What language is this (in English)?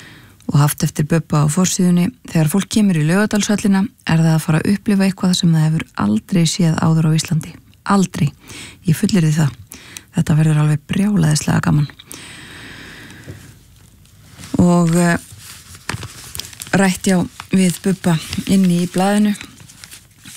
Icelandic